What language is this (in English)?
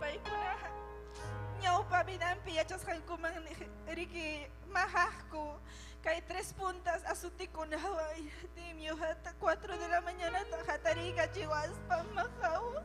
Ayacucho Quechua